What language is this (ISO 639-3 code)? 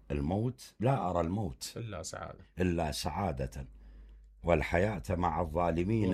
acm